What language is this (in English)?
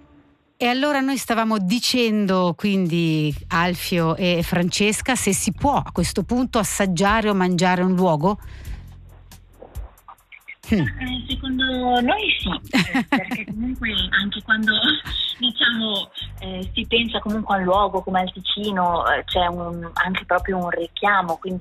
Italian